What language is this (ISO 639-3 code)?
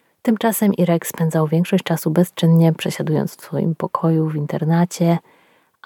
pol